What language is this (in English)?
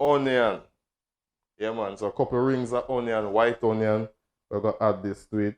Jamaican Creole English